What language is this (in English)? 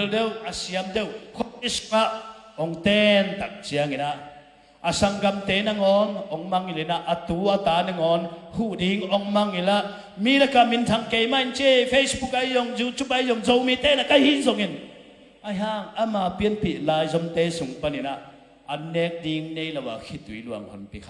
Tedim Chin